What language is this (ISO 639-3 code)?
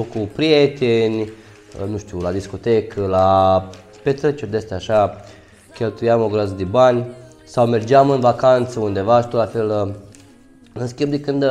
ron